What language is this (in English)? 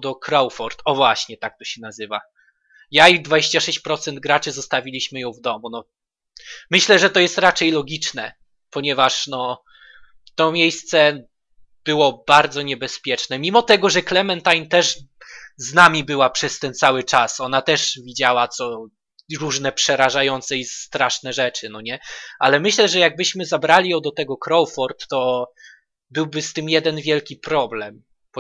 Polish